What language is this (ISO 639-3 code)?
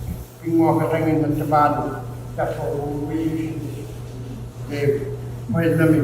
iku